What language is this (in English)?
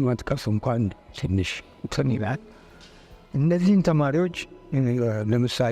Amharic